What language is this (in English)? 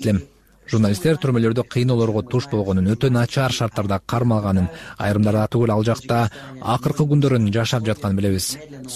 Kyrgyz